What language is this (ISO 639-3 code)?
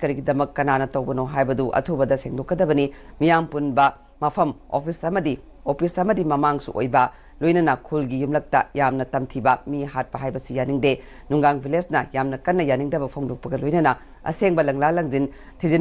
mni